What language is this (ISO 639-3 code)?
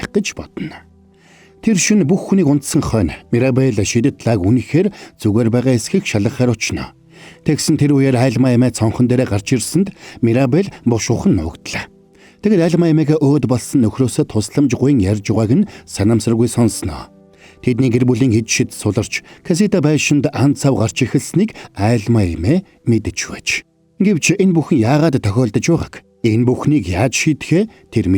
mon